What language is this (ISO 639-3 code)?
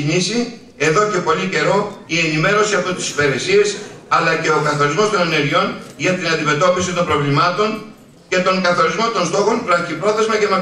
ell